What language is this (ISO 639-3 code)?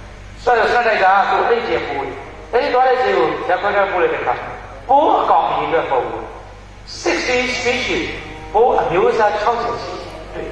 mya